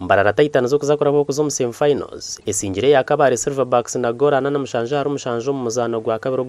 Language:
Nyankole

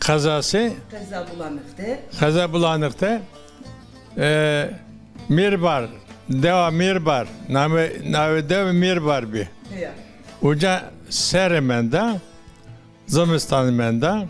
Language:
Zaza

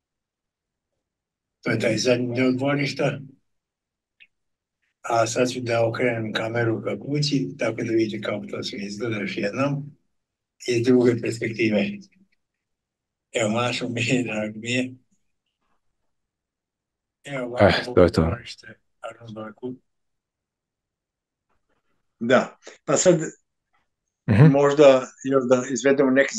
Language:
Serbian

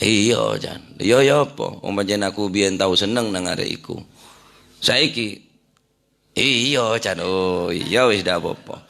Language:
Madurese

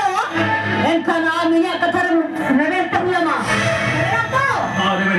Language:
Santali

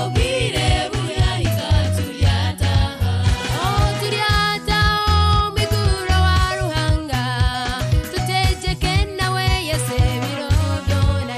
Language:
Nyoro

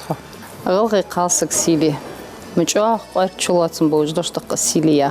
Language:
Ingush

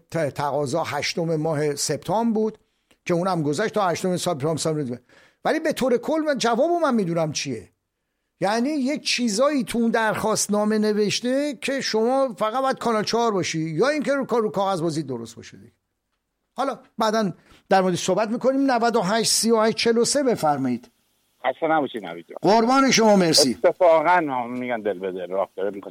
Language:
Persian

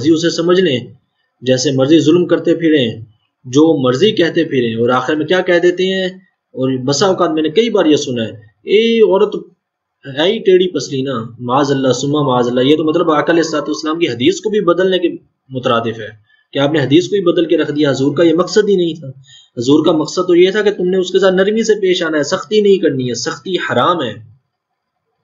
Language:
Urdu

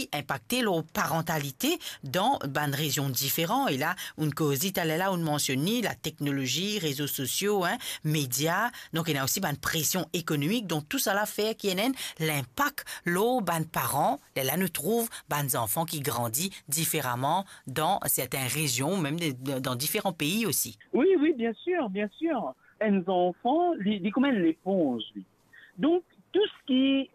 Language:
Morisyen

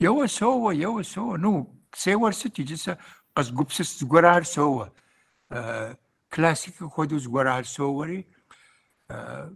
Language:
Kabardian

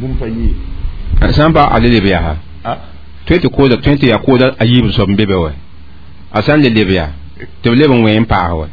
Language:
Mossi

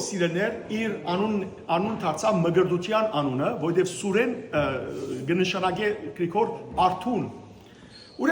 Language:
Western Armenian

